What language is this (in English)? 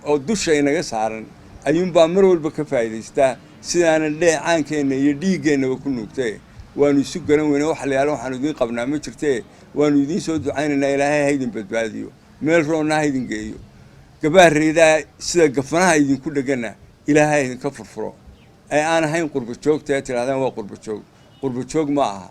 Somali